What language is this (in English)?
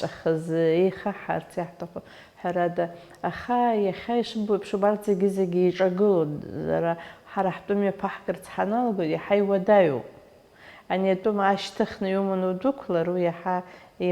Abkhazian